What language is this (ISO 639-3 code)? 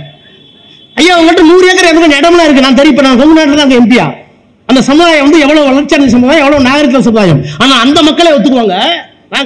tam